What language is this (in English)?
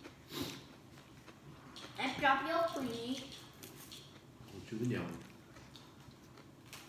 Italian